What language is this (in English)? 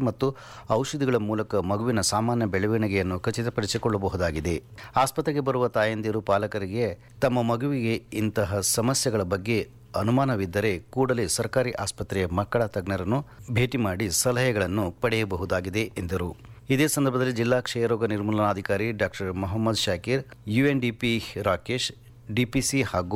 Kannada